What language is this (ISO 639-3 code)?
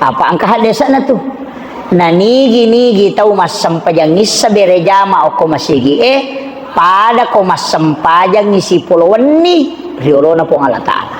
bug